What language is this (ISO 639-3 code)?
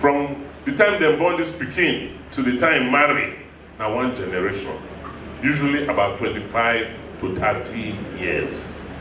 pcm